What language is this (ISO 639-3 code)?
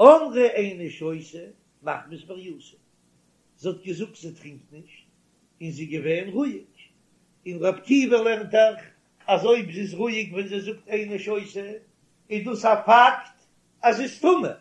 yid